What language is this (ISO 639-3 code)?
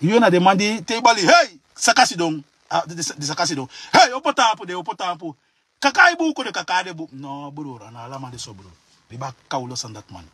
srn